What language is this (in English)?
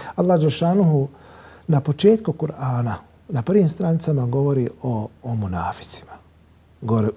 Bosnian